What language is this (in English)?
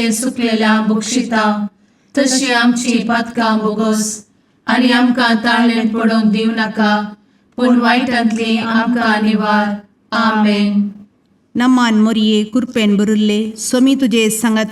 Konkani